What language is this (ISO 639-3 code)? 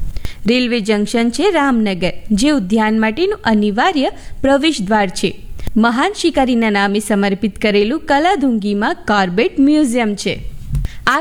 guj